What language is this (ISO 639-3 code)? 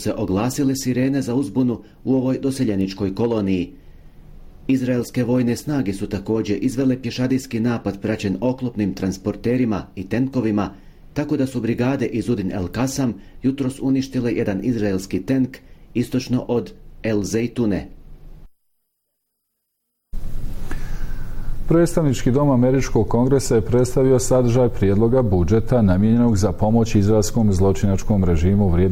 bos